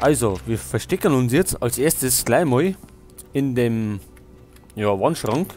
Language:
Bavarian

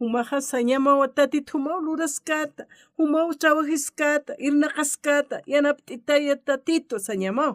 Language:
Aymara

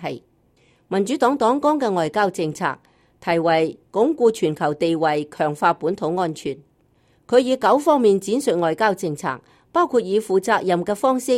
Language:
Cantonese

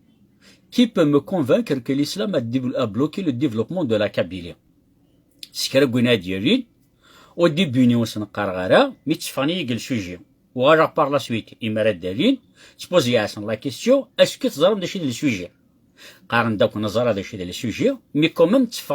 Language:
Kabyle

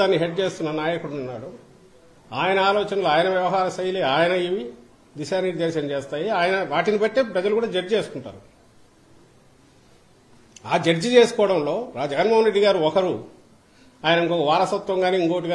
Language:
Telugu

